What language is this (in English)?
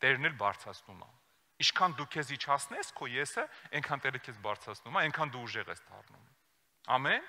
Armenian